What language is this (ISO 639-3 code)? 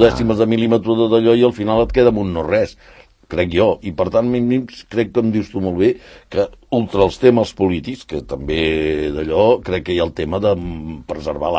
cat